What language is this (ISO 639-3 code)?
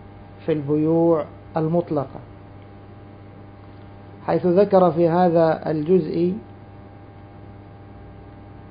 ara